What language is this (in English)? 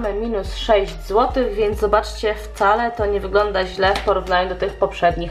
Polish